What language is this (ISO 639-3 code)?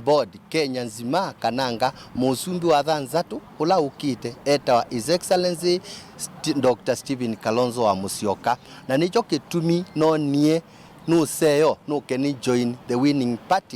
kam